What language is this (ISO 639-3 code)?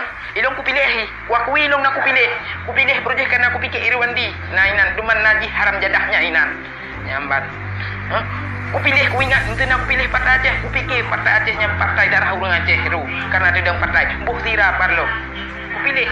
ace